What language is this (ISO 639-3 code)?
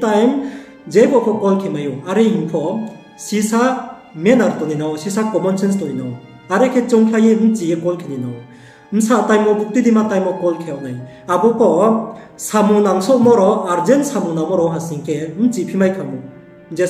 ria